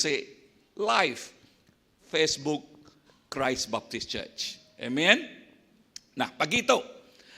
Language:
Iban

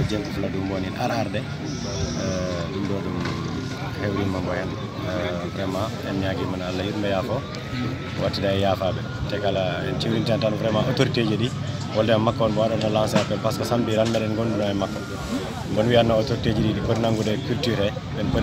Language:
Fula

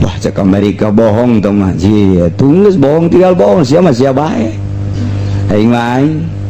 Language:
Sundanese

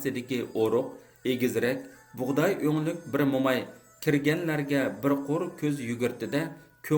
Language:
Uyghur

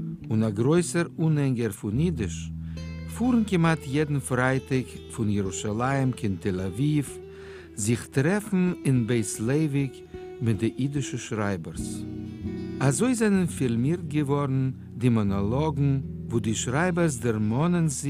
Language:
Yiddish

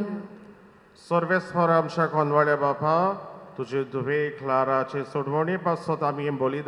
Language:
Konkani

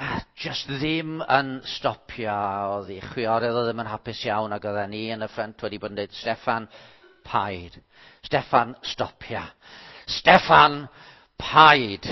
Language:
Welsh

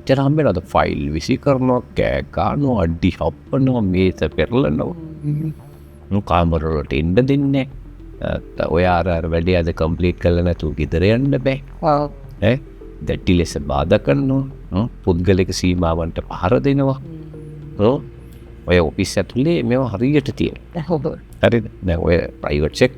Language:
Sinhala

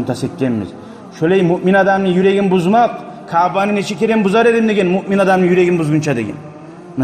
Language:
Kumyk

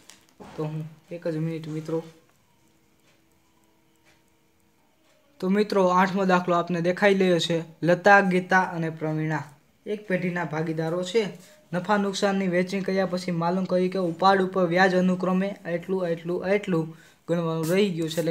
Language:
Gujarati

